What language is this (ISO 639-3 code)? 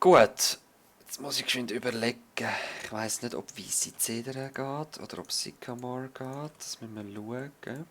gsw